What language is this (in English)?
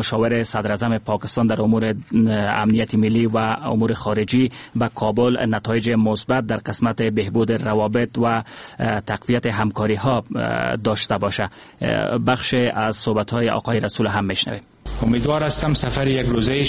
Persian